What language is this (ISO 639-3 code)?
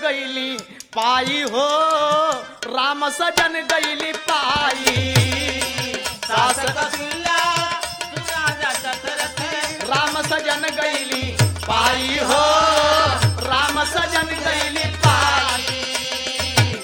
bho